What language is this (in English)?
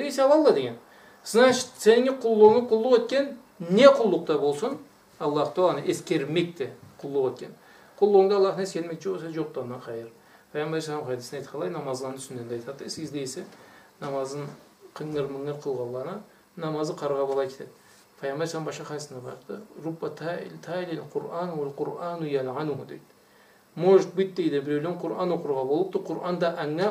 Karachay-Balkar